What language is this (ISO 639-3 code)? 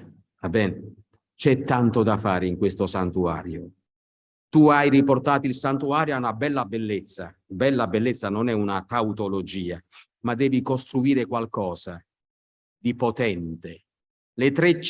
ita